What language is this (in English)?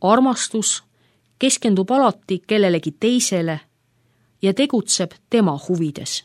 Estonian